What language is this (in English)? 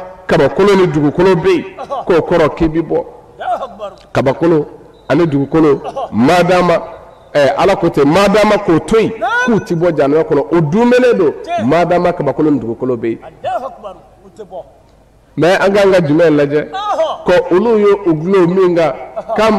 Bambara